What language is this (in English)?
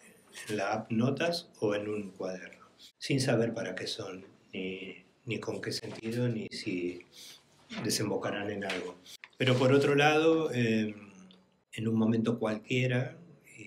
Spanish